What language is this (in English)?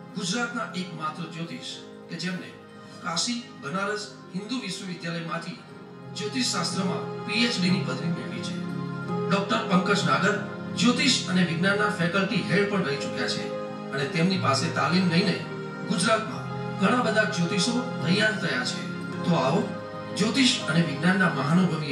Gujarati